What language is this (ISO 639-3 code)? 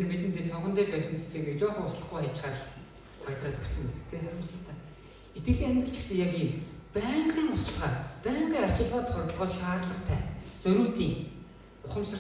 mon